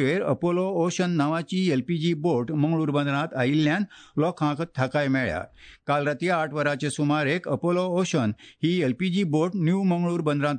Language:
Konkani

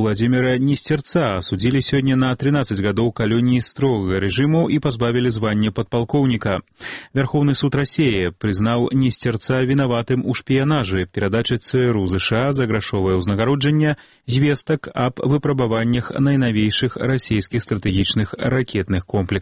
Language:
Belarusian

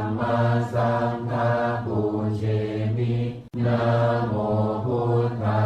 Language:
Pali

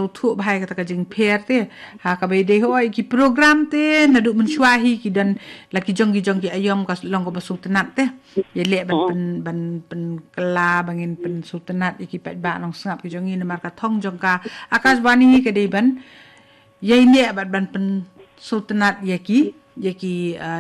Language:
Khasi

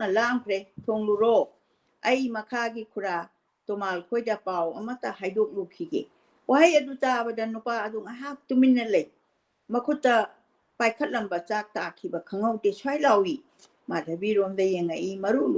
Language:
Manipuri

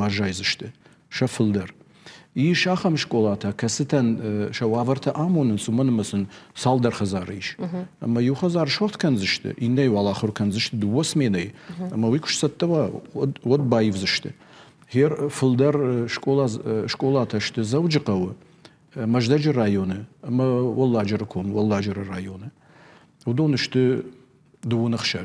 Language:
Ossetic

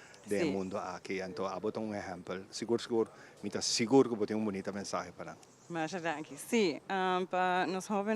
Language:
Papiamento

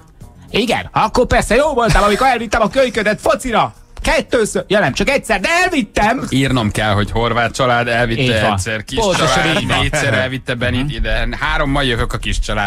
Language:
Hungarian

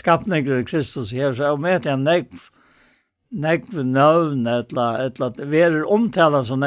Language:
Faroese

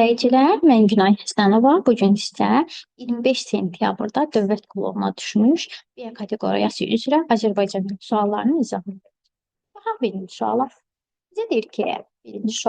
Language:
Azerbaijani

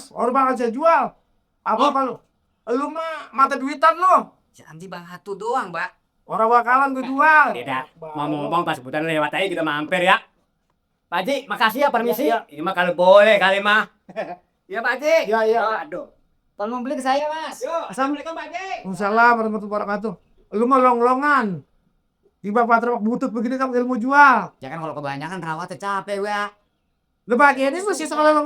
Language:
Betawi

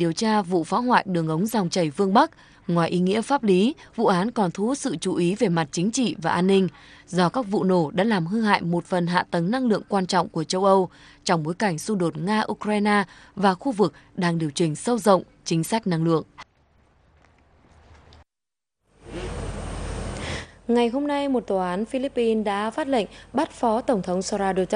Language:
Vietnamese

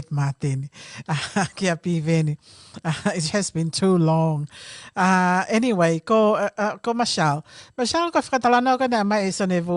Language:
Tongan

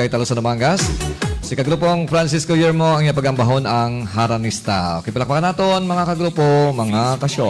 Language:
Hiligaynon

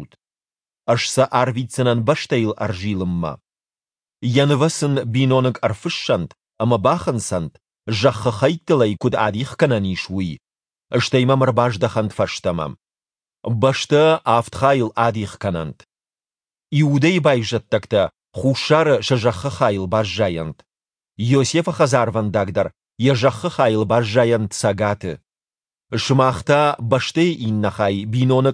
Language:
Ossetic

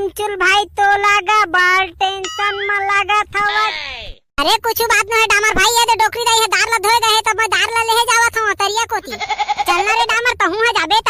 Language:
Chhattisgarhi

